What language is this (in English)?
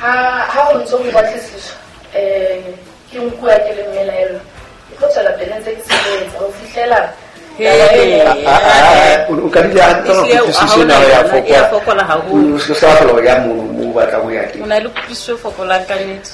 Southern Sotho